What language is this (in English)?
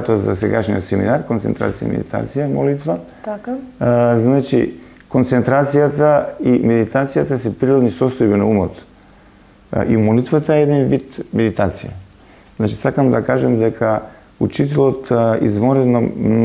Macedonian